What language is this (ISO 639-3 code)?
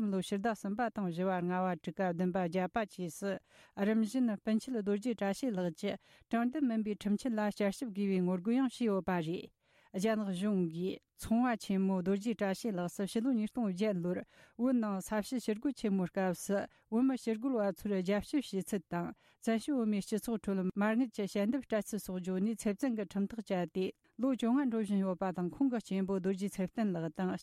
bod